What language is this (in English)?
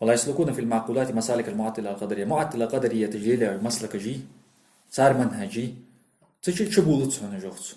Ingush